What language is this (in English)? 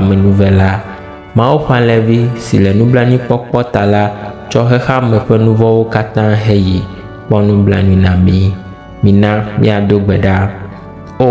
Ewe